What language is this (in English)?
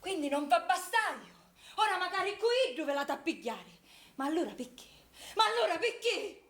Sicilian